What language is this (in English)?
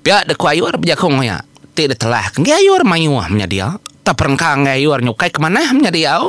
Iban